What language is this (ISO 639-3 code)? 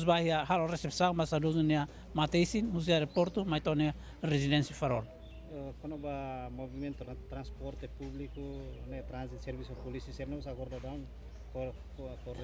tet